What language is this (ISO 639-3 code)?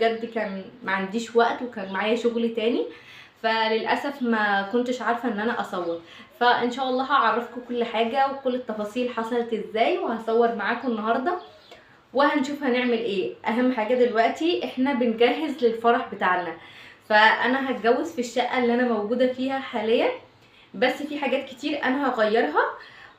arz